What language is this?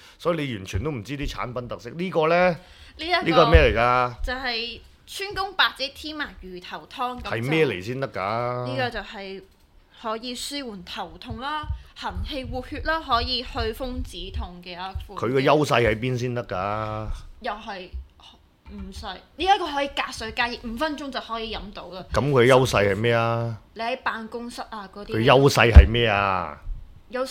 Cantonese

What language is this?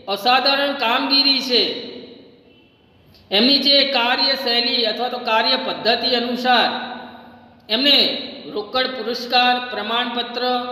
Gujarati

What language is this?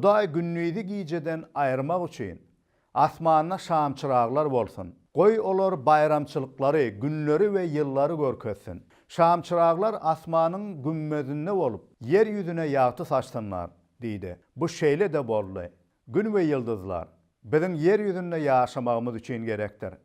Turkmen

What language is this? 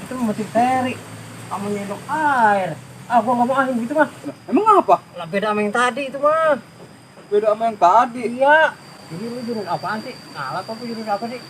Betawi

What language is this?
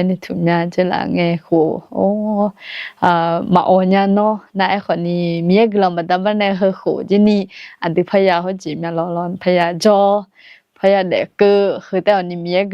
Akha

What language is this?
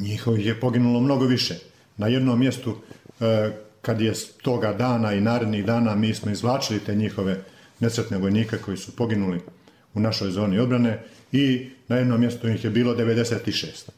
Bosnian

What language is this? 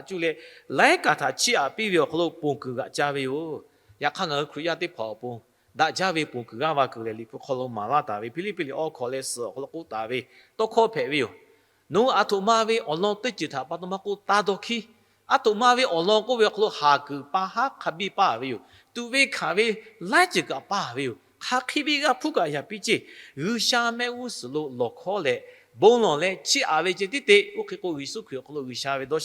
Lahu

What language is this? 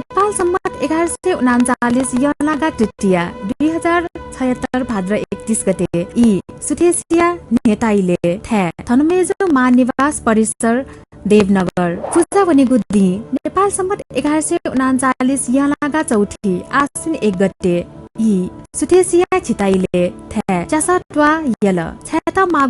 Newari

